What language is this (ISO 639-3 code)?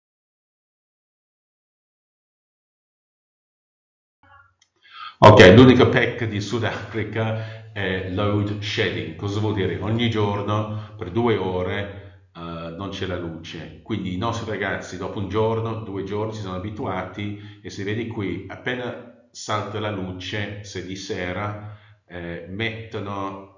ita